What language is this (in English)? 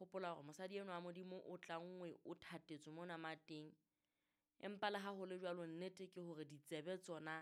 Southern Sotho